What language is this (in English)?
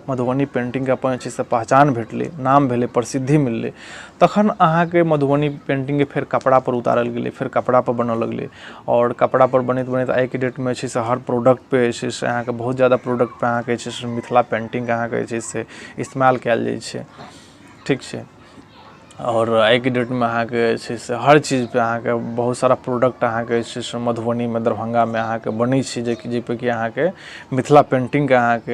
Maithili